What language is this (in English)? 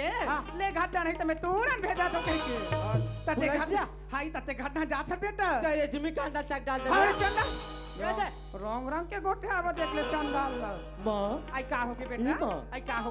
Chhattisgarhi